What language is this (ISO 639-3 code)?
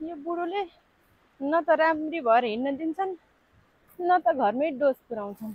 nep